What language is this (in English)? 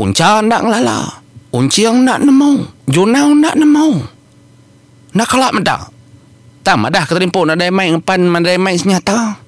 Iban